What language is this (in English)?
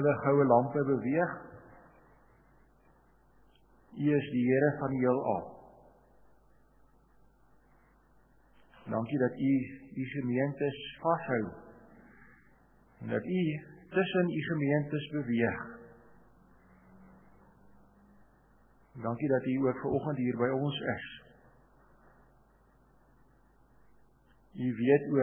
Afrikaans